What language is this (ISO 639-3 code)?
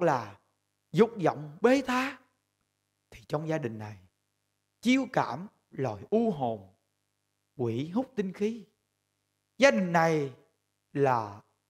vie